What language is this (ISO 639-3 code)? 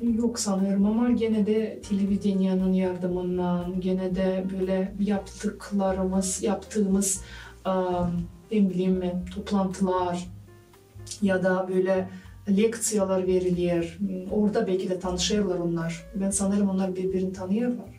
gag